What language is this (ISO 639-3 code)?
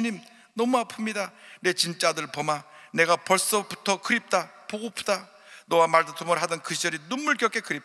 kor